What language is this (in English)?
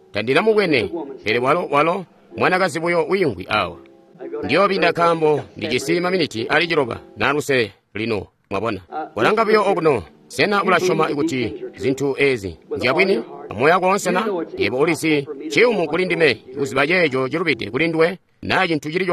Tonga (Zambia)